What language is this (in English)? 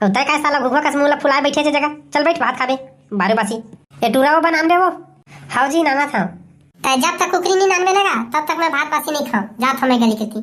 Chhattisgarhi